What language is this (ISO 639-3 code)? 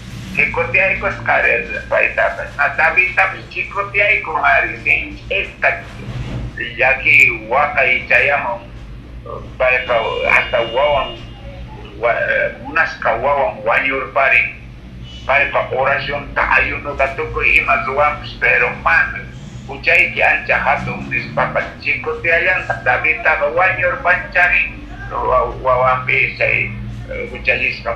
que